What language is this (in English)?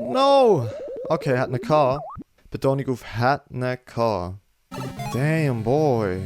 Swiss German